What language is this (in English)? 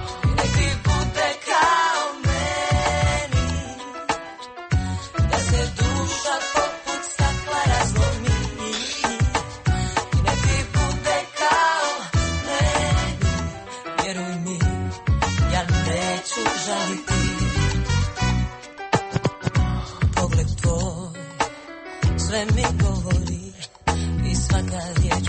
Croatian